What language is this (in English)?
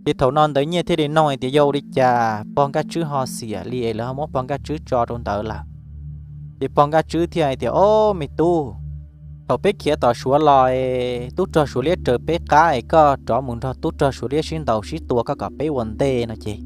Hmong